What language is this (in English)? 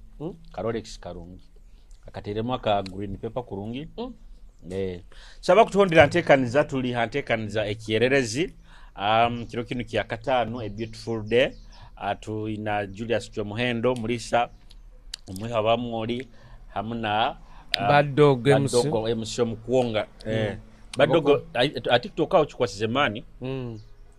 Nyoro